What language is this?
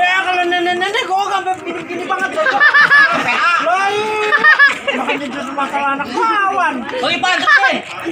Betawi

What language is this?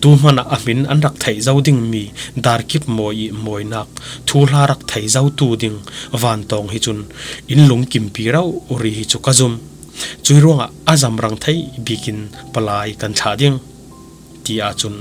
Falam Chin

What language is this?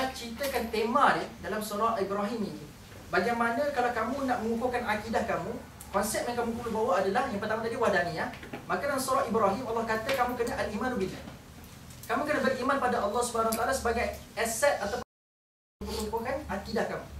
Malay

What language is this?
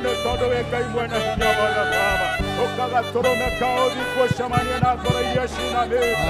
Kikuyu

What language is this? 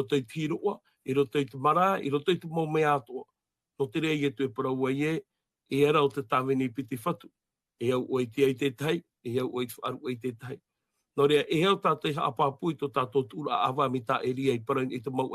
Tahitian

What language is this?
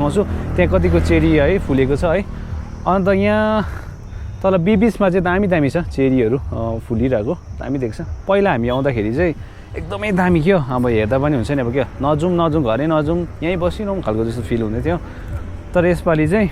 Nepali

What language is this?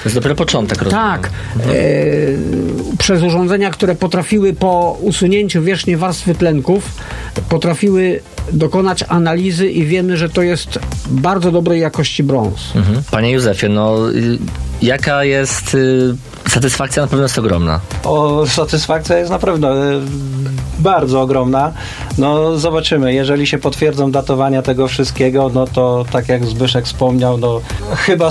Polish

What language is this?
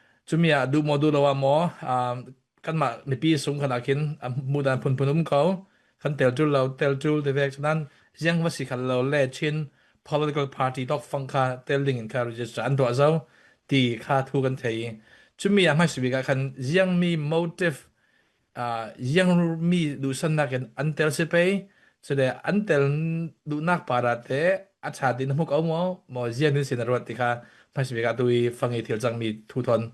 Falam Chin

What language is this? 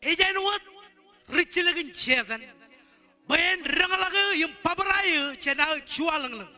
Marshallese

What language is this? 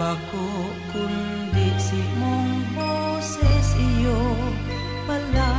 Bikol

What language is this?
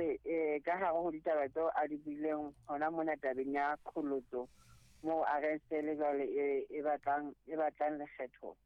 Southern Sotho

